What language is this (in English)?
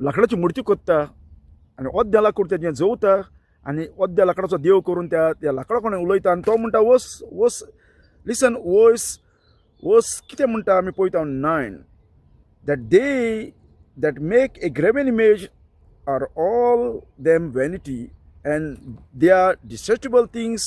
Konkani